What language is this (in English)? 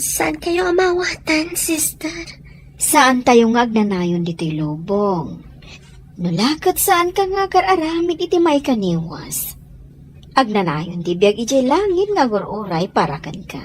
Iloko